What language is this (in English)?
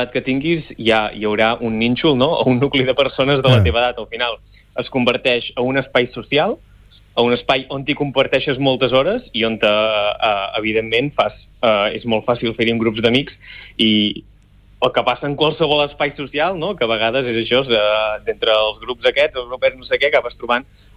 Catalan